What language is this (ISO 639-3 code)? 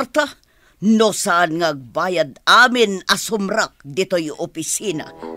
ilo